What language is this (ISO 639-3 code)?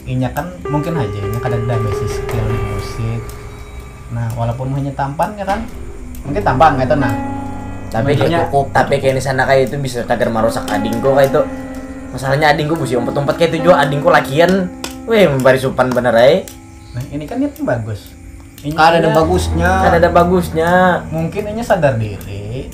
bjn